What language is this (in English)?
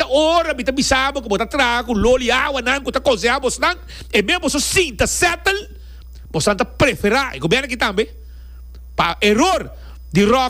Papiamento